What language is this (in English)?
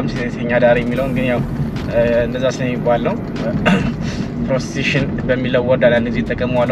Amharic